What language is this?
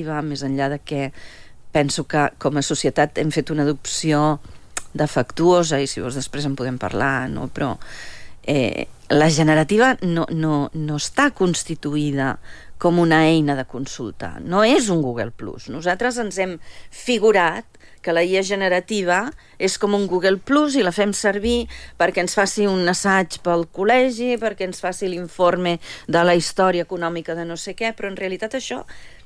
Catalan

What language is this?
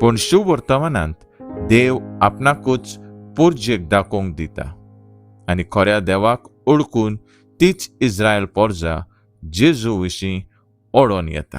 Konkani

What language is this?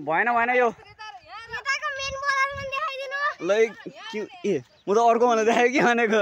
Nepali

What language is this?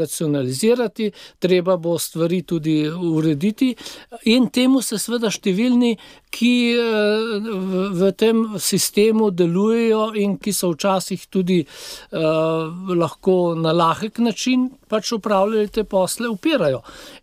Slovenian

